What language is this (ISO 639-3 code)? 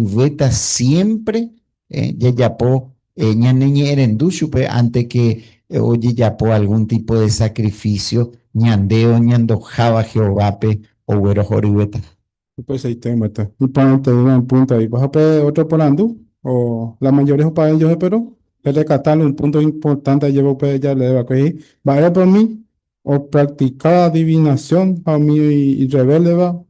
grn